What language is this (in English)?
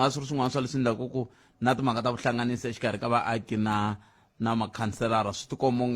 Tsonga